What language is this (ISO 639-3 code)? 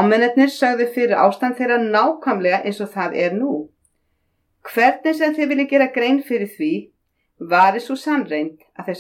isl